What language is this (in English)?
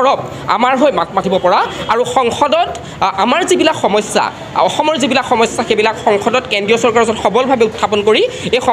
Assamese